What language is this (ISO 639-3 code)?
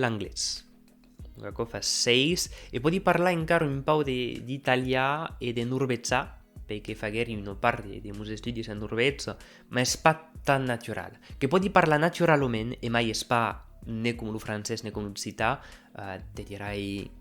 oci